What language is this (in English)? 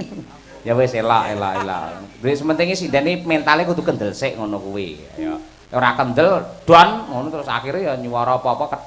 Javanese